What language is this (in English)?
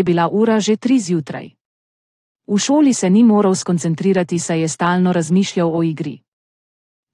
Slovenian